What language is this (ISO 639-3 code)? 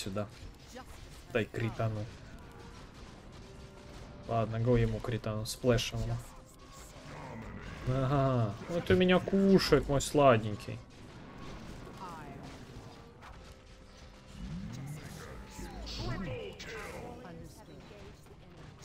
rus